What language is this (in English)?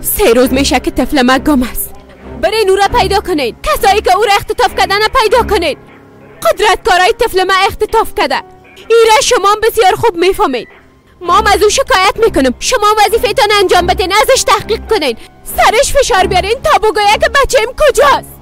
Persian